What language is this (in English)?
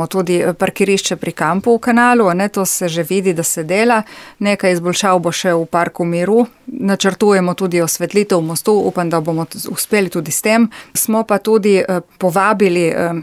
Slovenian